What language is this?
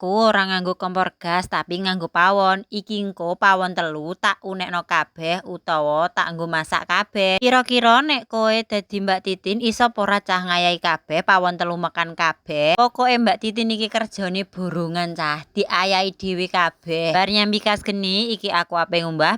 Javanese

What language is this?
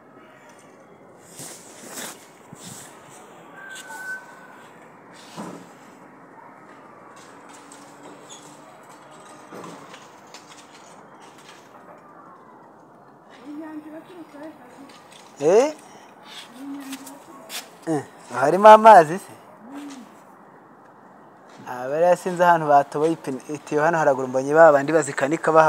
Kinyarwanda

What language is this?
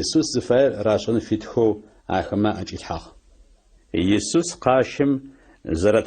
Adyghe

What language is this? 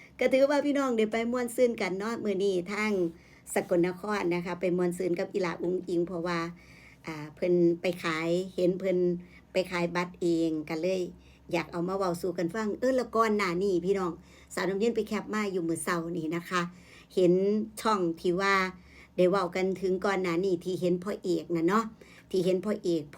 Northeastern Thai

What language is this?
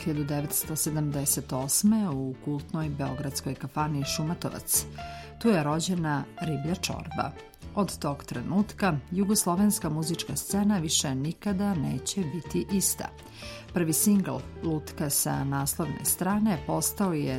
Serbian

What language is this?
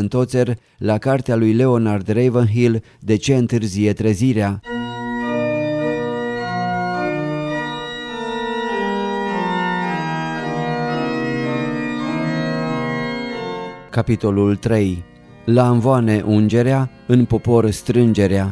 Romanian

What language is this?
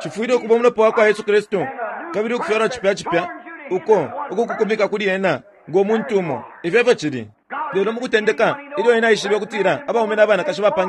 Bemba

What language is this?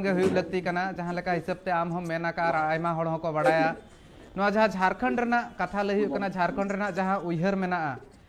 Santali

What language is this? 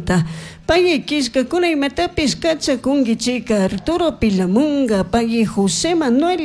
Chimborazo Highland Quichua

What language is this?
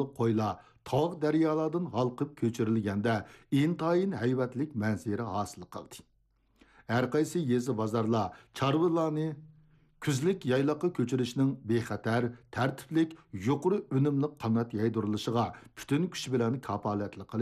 Uyghur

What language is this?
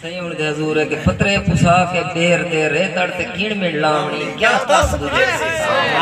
Saraiki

